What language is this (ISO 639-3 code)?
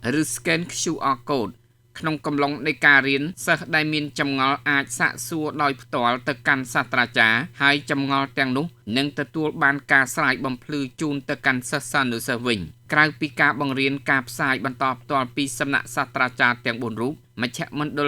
khm